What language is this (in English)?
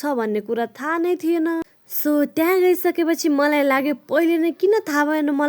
Nepali